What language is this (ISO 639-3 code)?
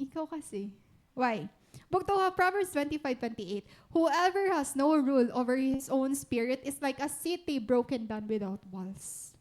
war